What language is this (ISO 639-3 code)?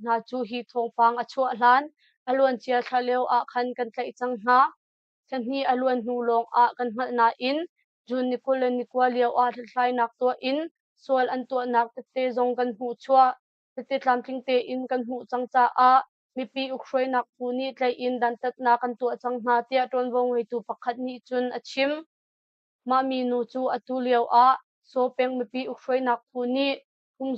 cnh